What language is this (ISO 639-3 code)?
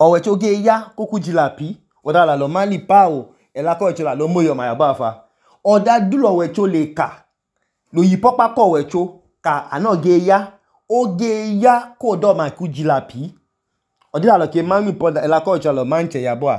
idu